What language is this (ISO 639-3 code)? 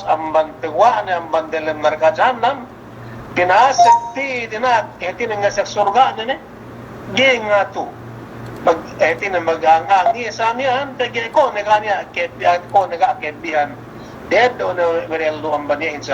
yka